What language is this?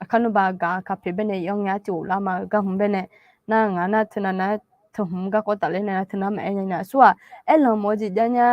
Akha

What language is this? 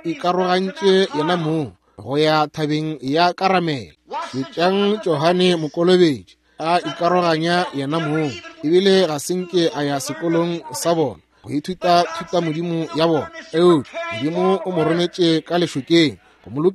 Northern Sotho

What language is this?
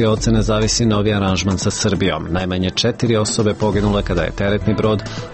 Serbian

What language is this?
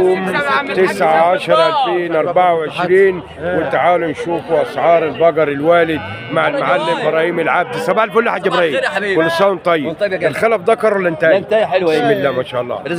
Egyptian Arabic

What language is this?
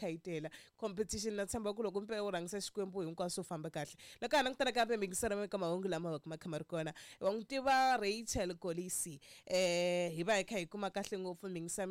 Tsonga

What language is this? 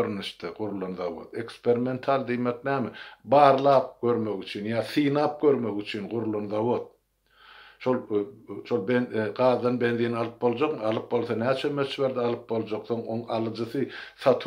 Turkmen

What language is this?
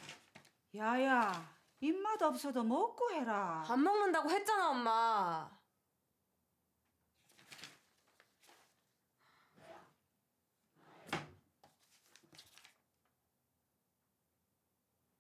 Korean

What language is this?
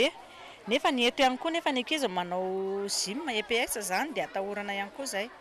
Malagasy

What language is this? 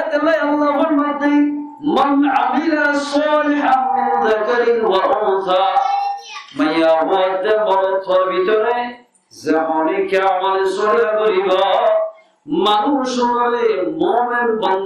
Rohingya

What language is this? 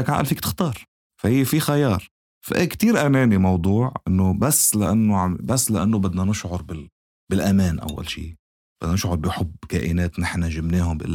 North Levantine Arabic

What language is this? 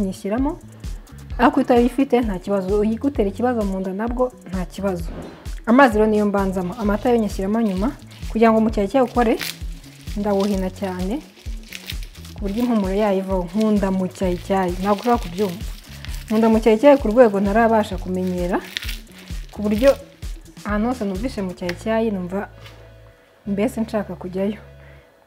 Kinyarwanda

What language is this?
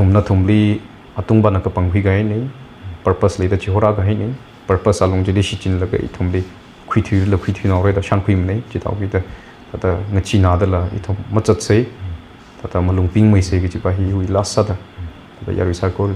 Tangkhul Naga (India)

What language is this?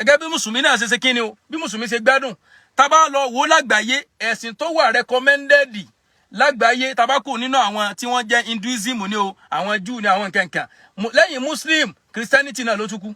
Yoruba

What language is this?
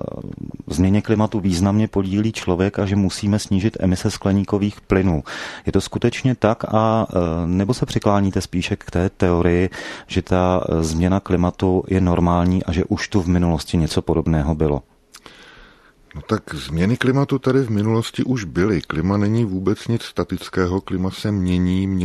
Czech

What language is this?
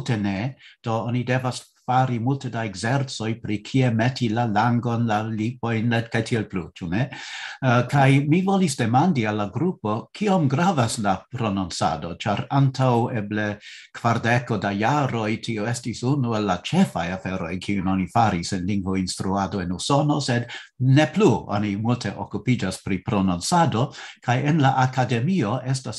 Esperanto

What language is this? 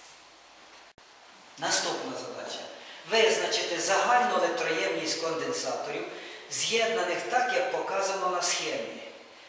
Ukrainian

